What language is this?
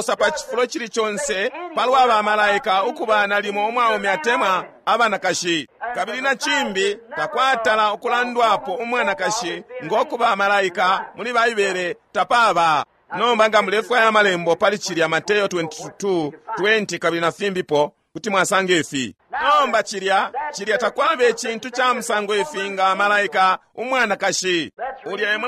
Bemba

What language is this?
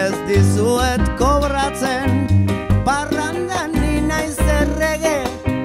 Basque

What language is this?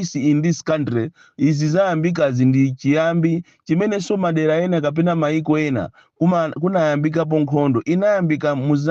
Nyanja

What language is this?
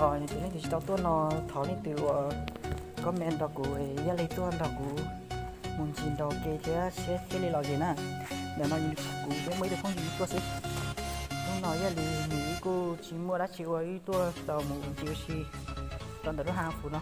Hmong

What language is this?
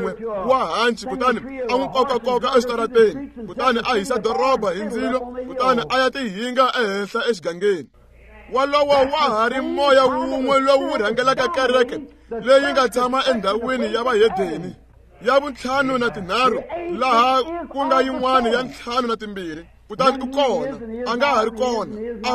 Tsonga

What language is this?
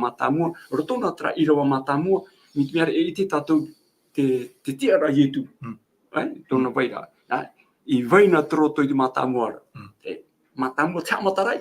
Tahitian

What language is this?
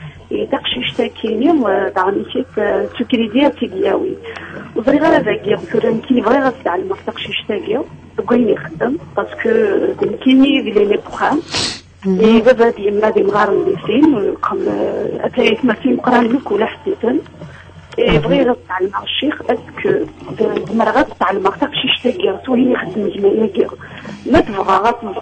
Kabyle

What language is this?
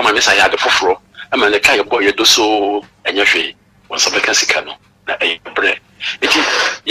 Akan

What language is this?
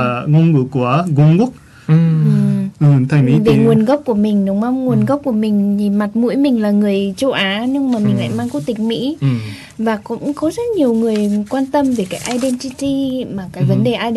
Vietnamese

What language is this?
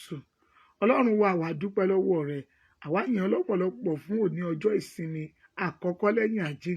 Yoruba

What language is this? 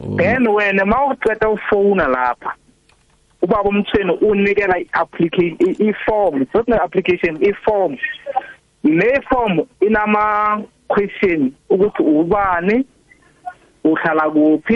South Ndebele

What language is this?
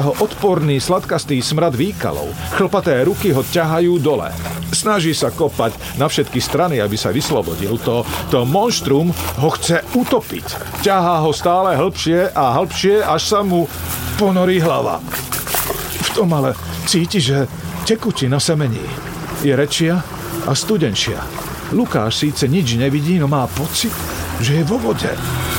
Slovak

